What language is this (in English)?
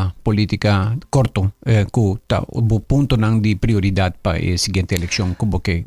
Papiamento